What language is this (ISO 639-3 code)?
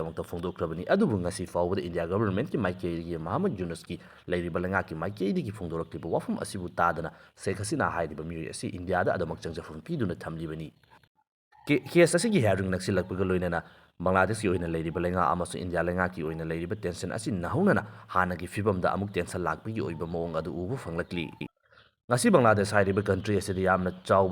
mni